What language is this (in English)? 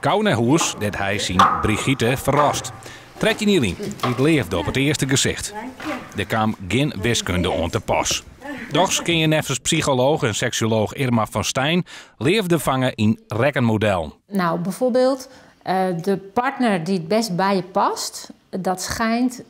Western Frisian